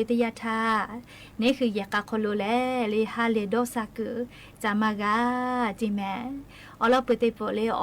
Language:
Lahu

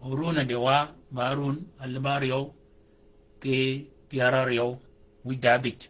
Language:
Shilluk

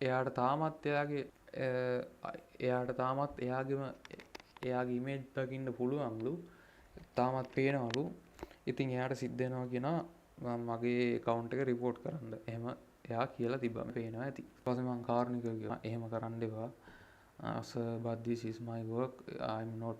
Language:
Sinhala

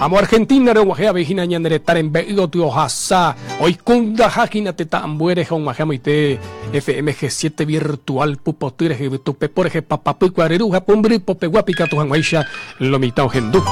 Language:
Guarani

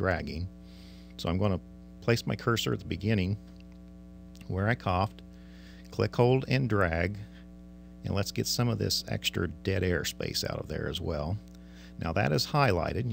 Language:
English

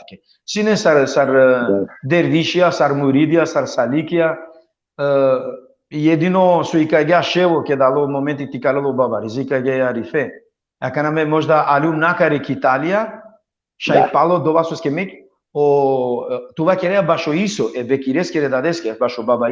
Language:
Balkan Romani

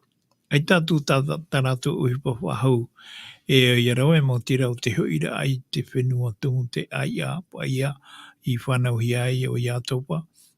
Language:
Tahitian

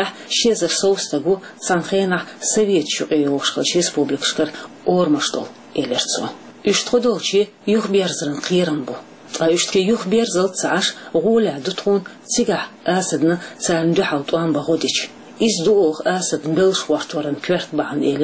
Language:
Chechen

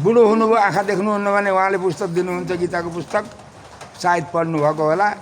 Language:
Nepali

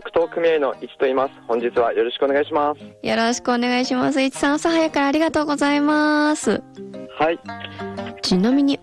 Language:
Japanese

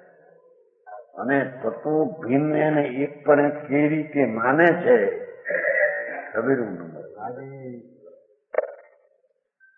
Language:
Gujarati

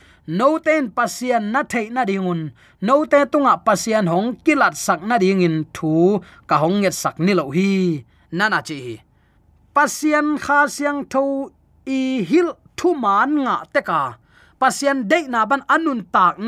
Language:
Tedim Chin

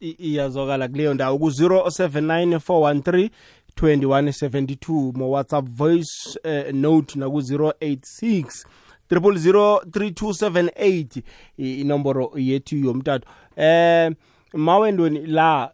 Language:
South Ndebele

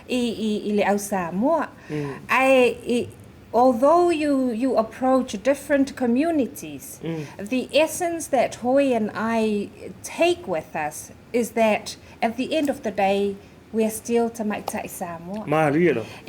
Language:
Samoan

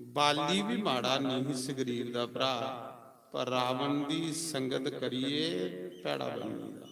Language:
Dogri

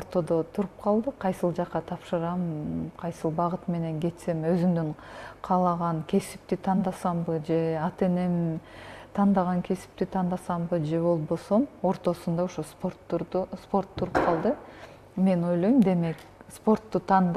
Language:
Kyrgyz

